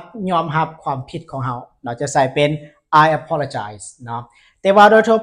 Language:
Lao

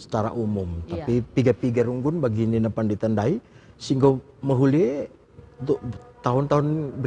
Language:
Batak Karo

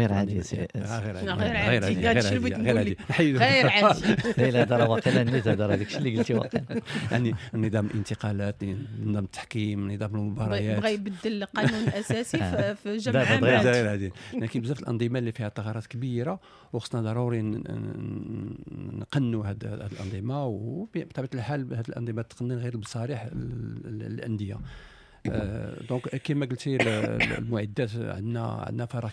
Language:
Moroccan Arabic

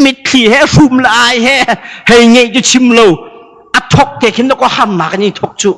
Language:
Hakha Chin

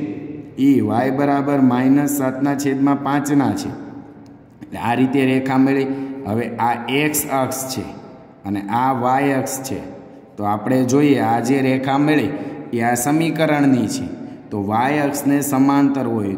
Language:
Gujarati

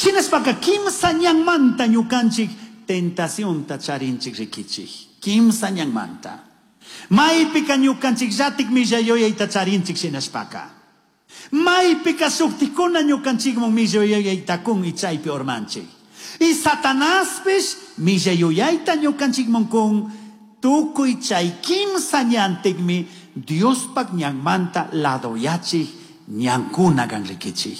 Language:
Chimborazo Highland Quichua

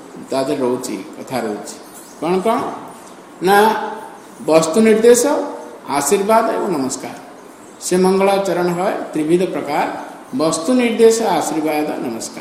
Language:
Odia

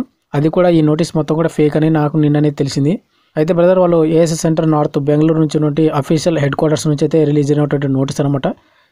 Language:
Telugu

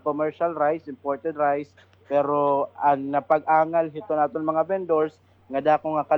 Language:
Waray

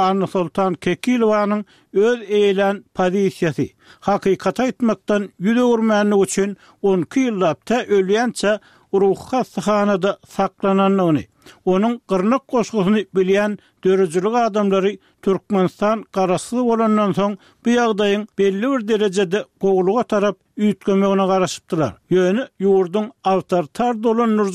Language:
Turkmen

